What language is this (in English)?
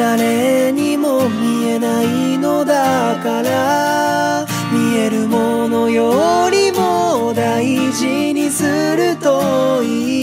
Japanese